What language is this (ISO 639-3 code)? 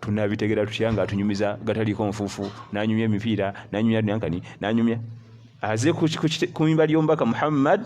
lug